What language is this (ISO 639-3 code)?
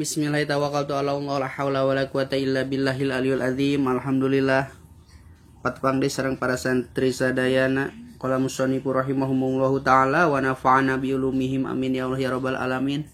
sun